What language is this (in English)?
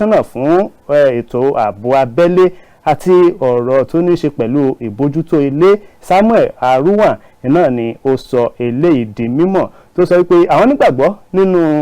Yoruba